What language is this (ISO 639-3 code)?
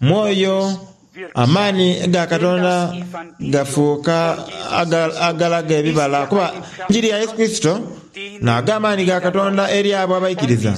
xog